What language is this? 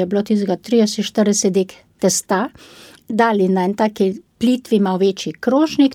Slovenian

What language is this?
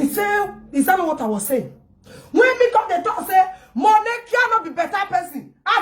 Nigerian Pidgin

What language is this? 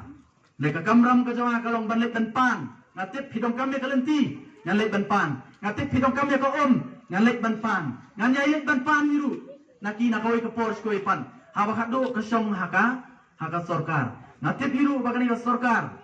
Khasi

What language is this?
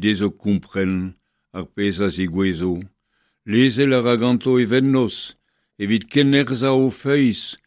Breton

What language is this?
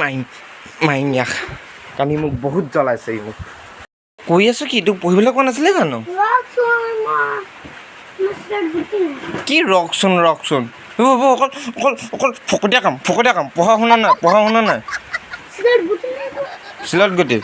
Assamese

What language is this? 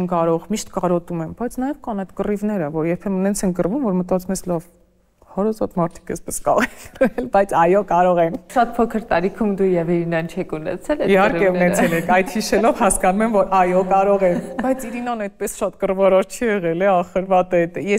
Armenian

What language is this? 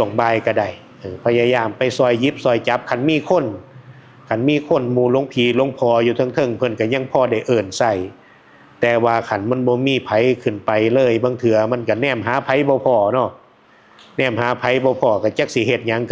Northeastern Thai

